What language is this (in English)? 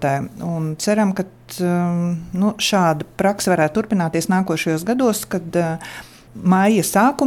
Latvian